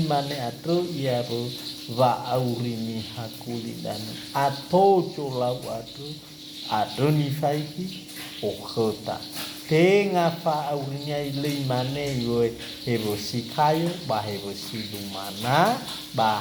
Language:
Nias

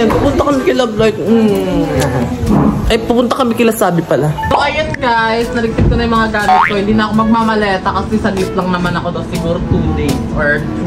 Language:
Filipino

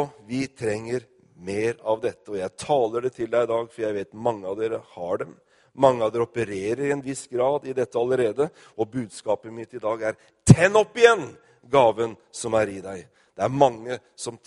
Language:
Norwegian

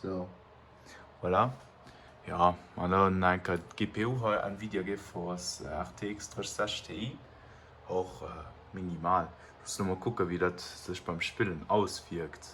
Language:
Luxembourgish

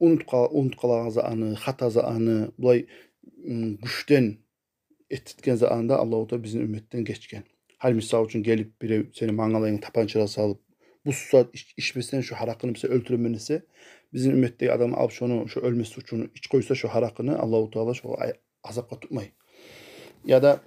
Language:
Kumyk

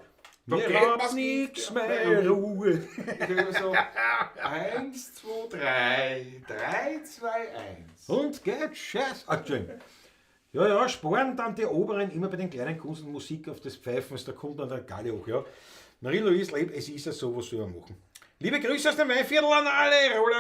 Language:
Bavarian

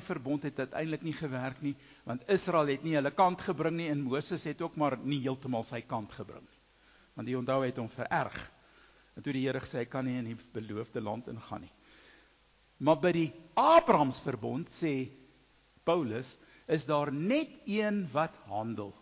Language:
Afrikaans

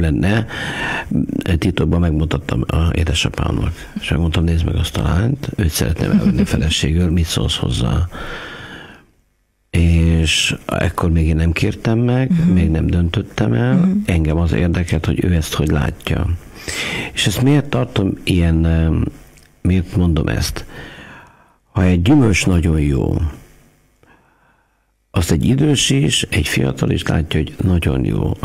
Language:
Hungarian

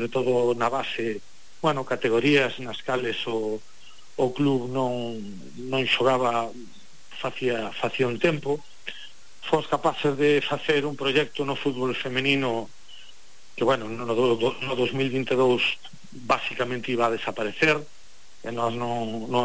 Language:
Galician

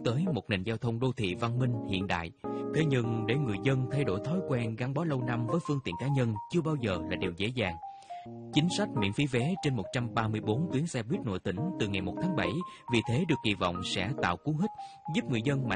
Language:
Vietnamese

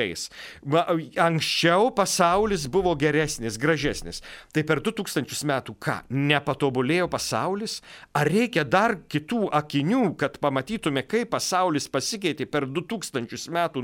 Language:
Lithuanian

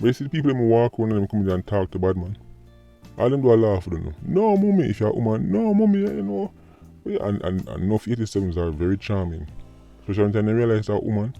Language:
Jamaican Creole English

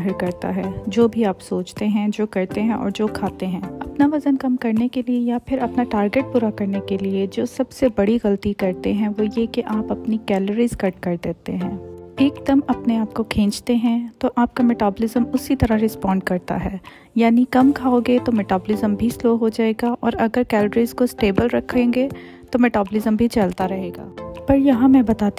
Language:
Hindi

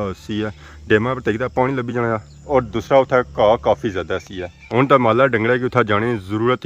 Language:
Pahari-Potwari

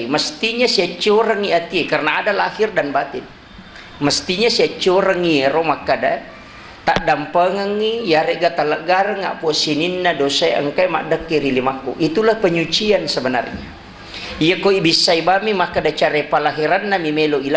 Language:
Buginese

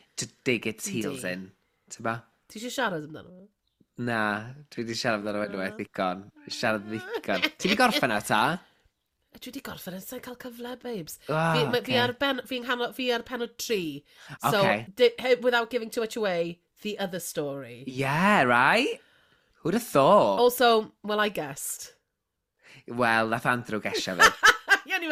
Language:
Welsh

